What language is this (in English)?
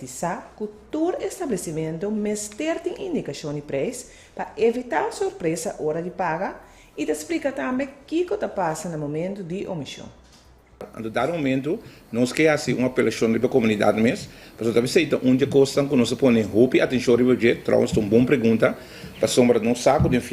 Papiamento